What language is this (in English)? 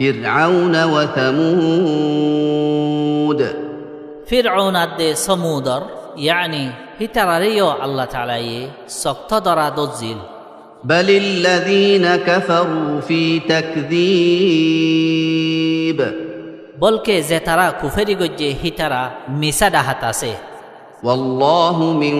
Rohingya